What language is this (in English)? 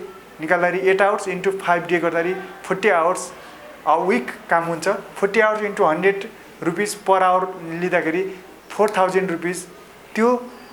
Nepali